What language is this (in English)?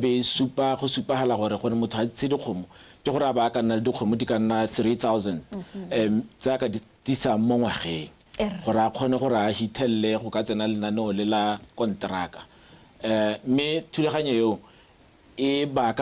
Tswana